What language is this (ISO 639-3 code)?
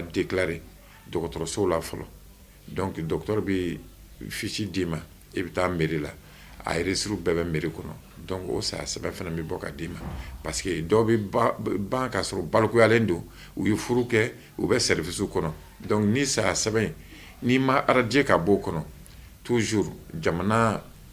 bam